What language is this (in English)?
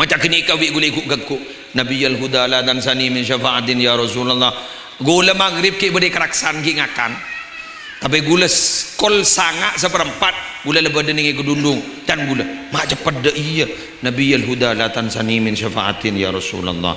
Madurese